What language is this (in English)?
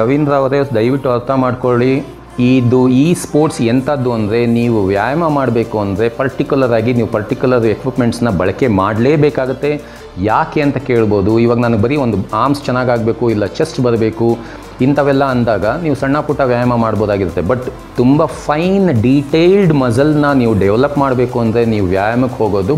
Kannada